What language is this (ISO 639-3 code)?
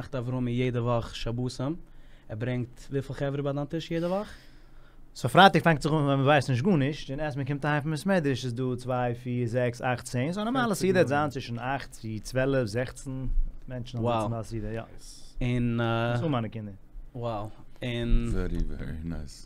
yid